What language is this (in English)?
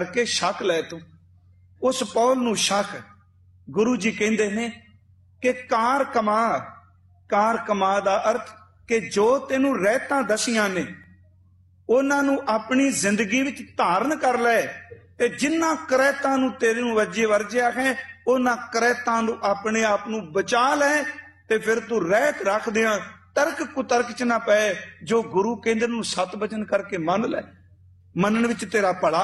Punjabi